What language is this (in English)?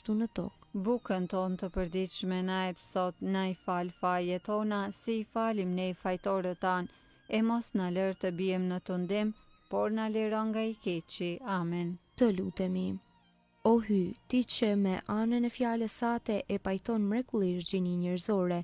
Albanian